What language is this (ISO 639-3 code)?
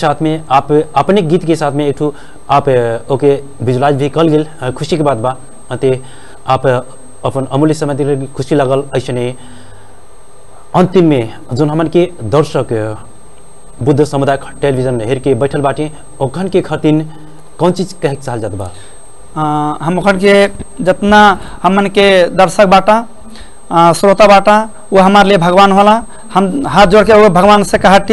bho